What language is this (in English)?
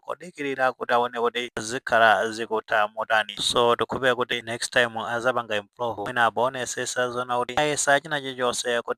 Nyanja